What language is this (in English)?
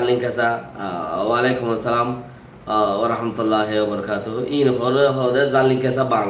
Rohingya